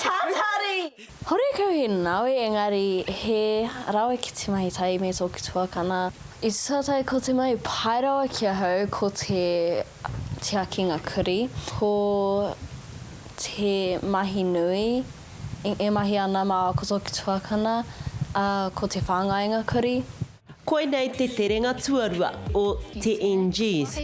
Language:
Māori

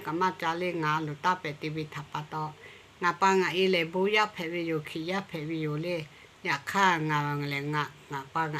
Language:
Lahu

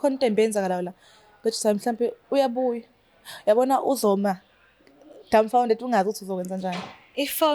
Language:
Zulu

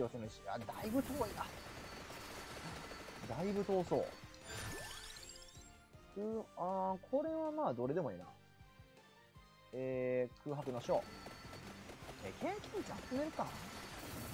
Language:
Japanese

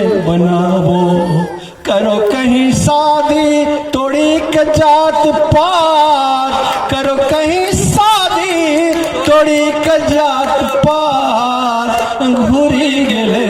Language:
Angika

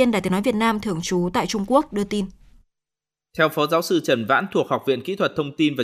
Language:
Vietnamese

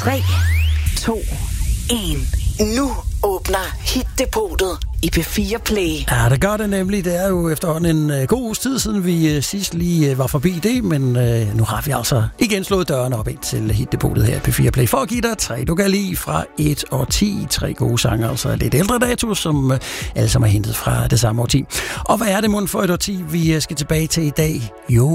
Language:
Danish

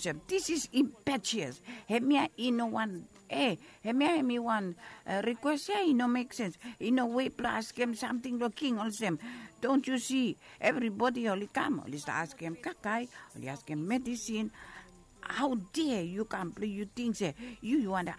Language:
Bislama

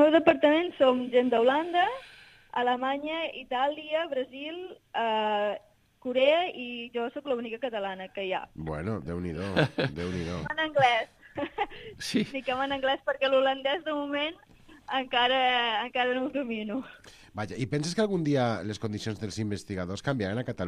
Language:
Catalan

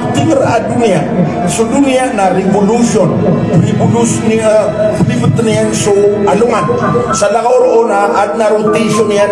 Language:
Maranao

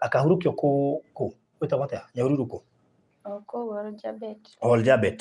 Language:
Kikuyu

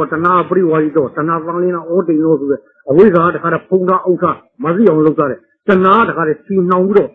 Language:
Burmese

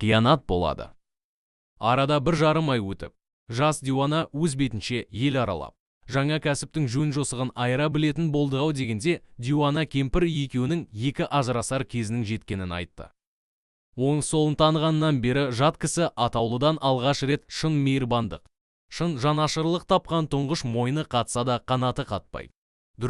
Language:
Kazakh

